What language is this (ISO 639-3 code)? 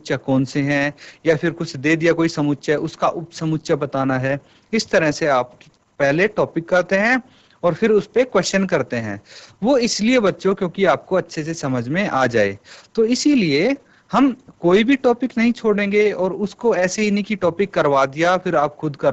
hin